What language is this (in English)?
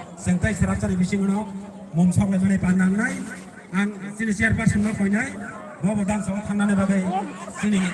Kok Borok